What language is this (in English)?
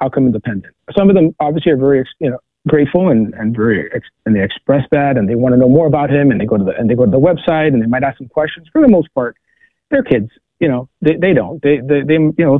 English